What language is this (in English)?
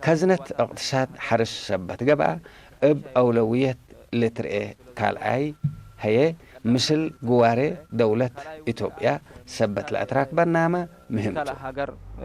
Tigre